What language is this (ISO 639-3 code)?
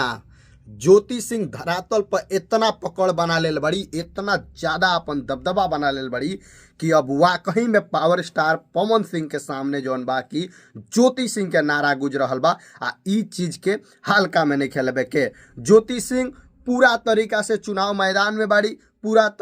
bho